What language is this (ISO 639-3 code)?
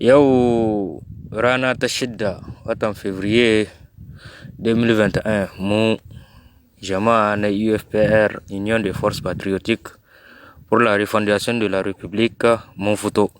hau